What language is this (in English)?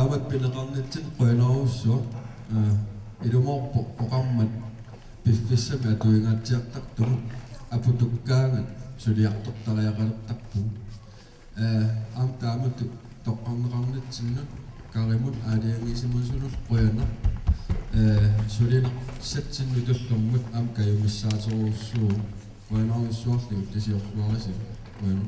Kalaallisut